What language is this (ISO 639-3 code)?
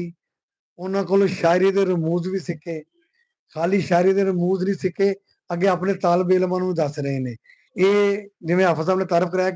lah